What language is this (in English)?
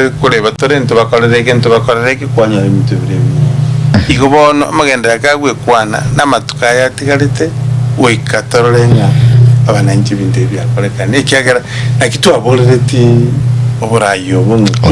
Gusii